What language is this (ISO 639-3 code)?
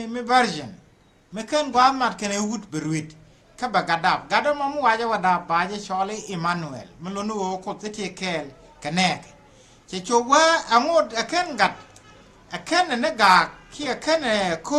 nus